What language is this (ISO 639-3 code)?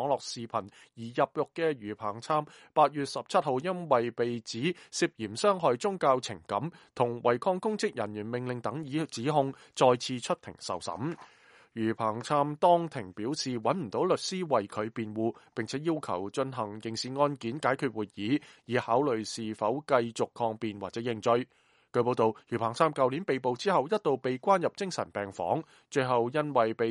yue